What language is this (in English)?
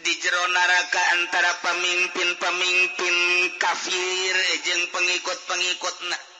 Sundanese